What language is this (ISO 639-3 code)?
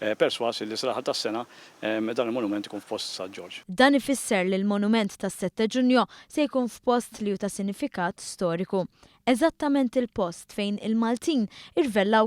mlt